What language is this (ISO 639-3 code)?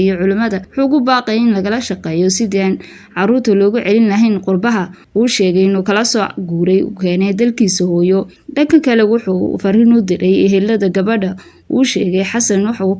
som